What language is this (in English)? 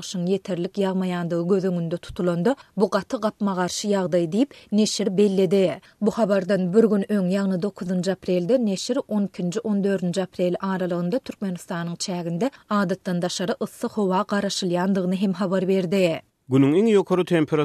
Turkmen